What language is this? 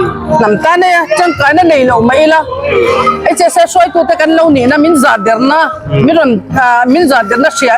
Hmar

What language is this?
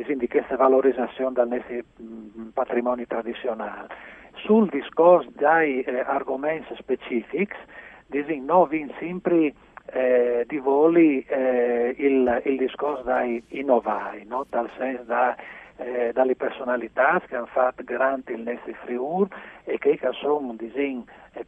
Friulian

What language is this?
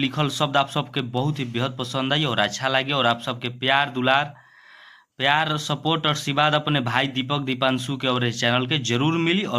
Bhojpuri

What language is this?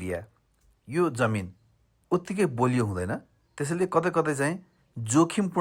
Nepali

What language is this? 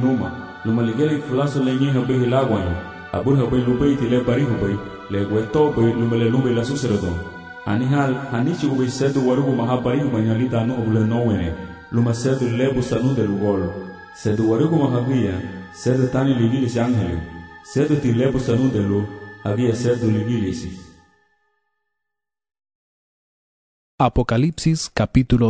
Garifuna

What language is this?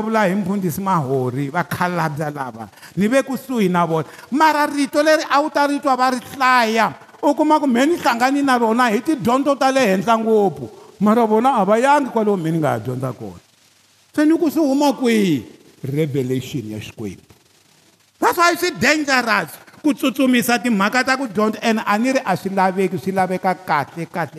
Tsonga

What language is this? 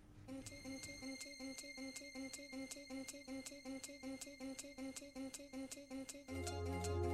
Greek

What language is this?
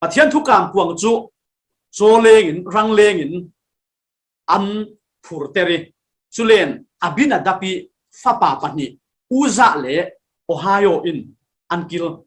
Falam Chin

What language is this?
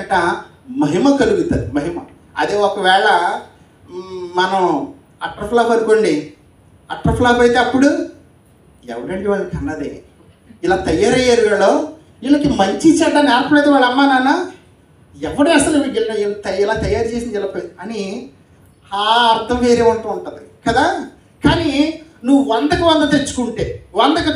Telugu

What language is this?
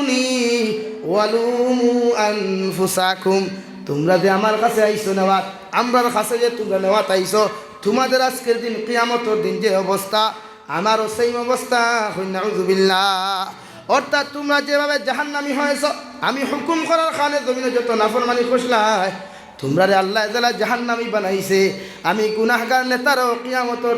Sylheti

